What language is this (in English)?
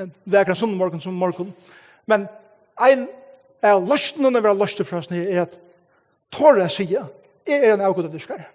Faroese